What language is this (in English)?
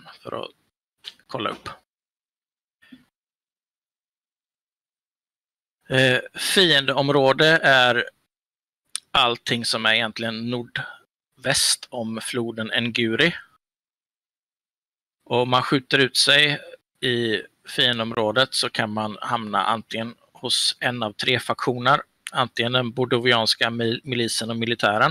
Swedish